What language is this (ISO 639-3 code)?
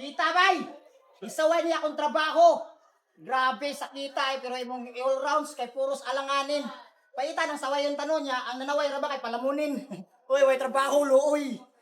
ceb